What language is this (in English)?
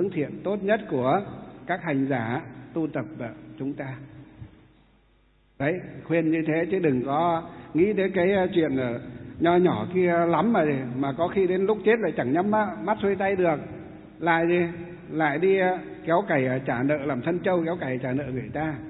Vietnamese